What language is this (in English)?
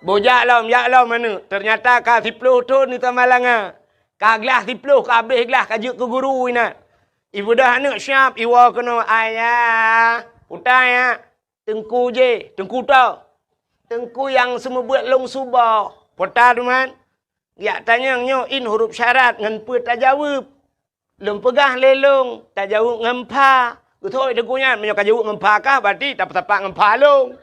Achinese